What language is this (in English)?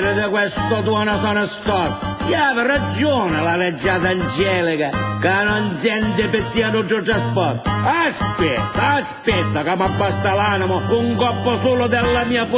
Sicilian